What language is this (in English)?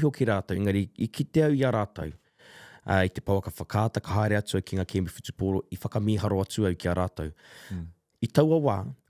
Māori